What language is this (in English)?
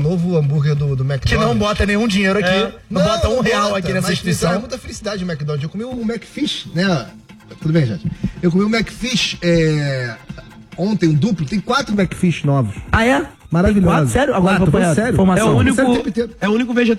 Portuguese